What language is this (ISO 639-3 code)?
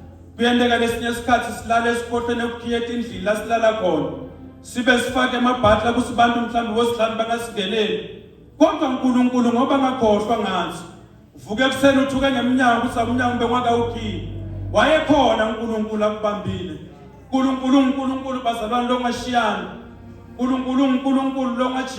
zul